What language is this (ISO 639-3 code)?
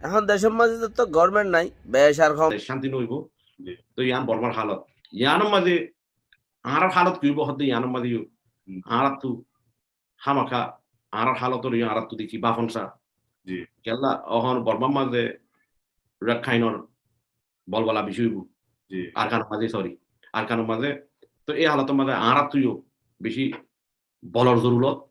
rhg